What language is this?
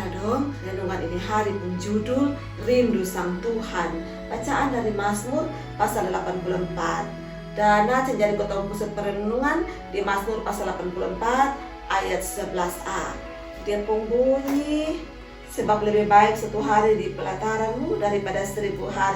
Kupang Malay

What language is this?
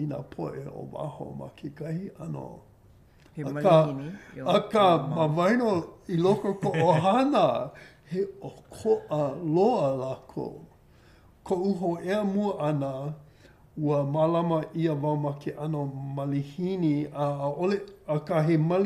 Hawaiian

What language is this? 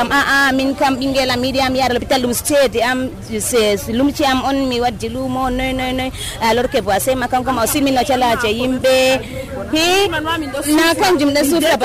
Nigerian Fulfulde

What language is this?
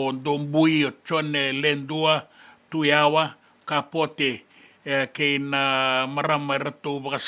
Fijian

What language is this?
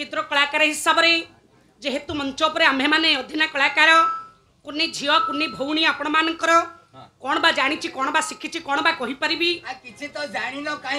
Odia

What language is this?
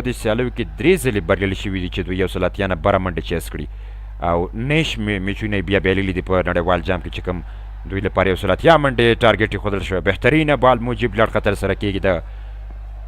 Pashto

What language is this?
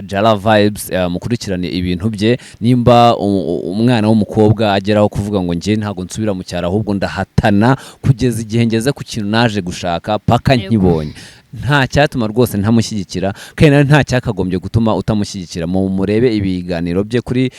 Kinyarwanda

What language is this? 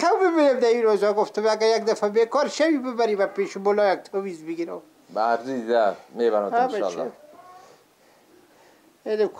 Persian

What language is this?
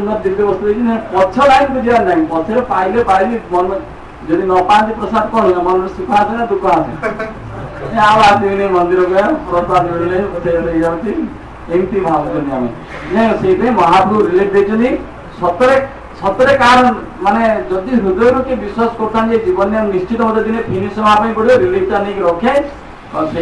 Odia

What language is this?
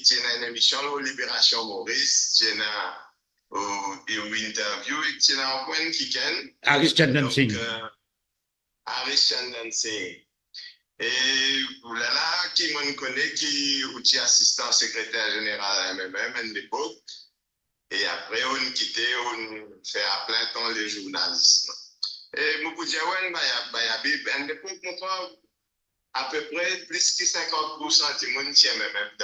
Morisyen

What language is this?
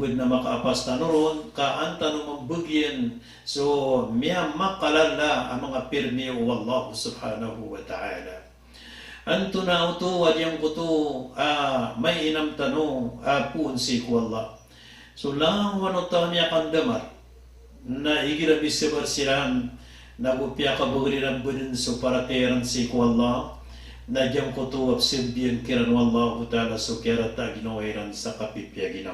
Maranao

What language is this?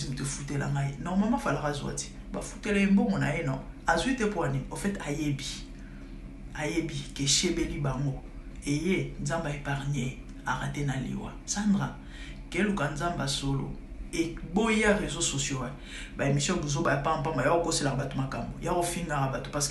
Lingala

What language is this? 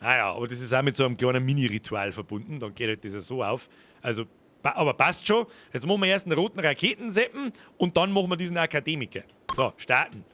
Bavarian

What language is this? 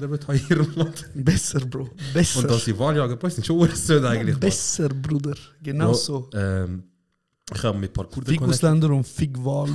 Swiss German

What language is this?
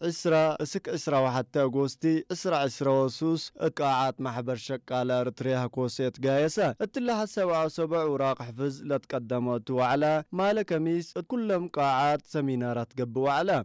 Tigrinya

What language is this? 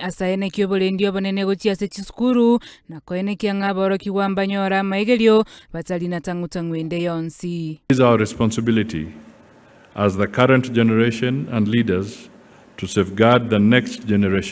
Gusii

